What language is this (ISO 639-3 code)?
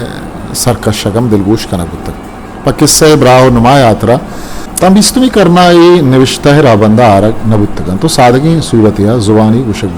bgp